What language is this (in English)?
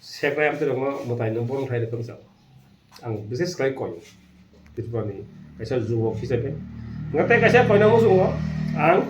Kok Borok